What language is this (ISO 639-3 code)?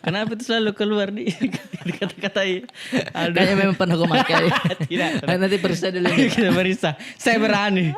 mfp